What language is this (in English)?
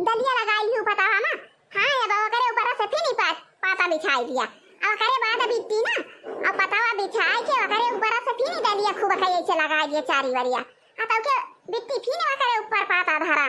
Awadhi